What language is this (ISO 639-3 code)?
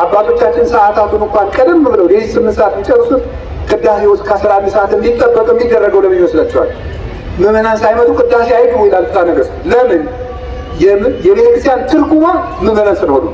amh